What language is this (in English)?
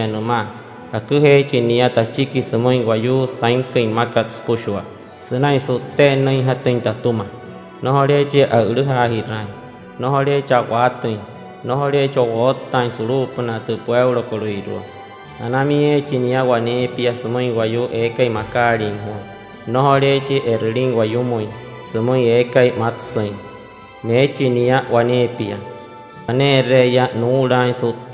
Wayuu